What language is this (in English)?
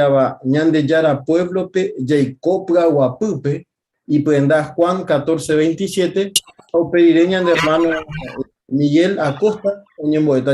Guarani